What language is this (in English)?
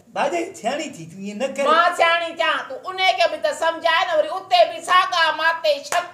Sindhi